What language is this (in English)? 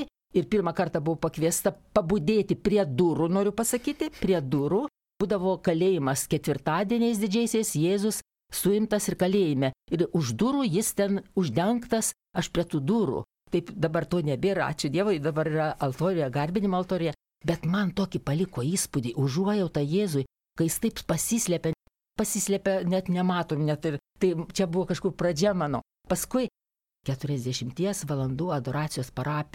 Lithuanian